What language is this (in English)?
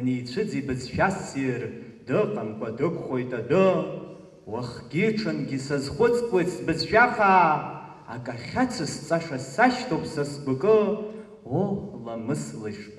Abkhazian